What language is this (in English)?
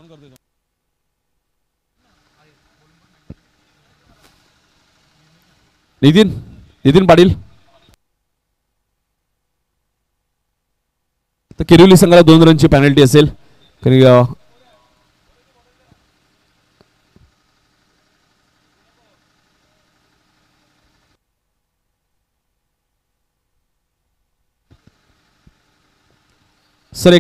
Marathi